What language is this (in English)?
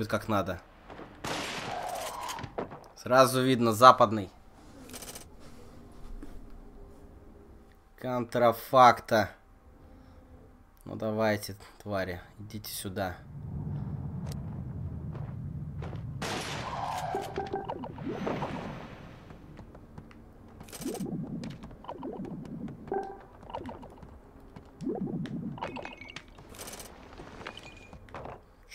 Russian